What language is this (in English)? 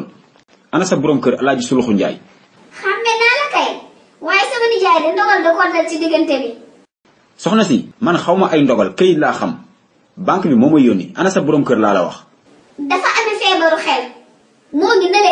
Wolof